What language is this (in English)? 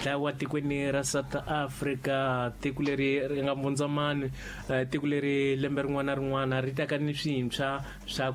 Tsonga